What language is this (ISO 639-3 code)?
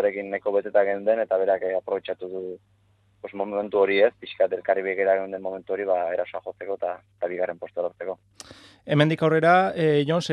eus